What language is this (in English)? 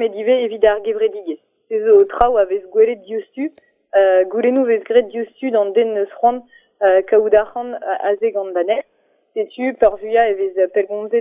Breton